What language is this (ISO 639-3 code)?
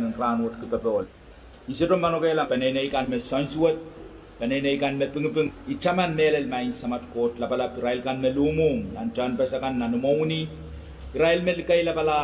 pon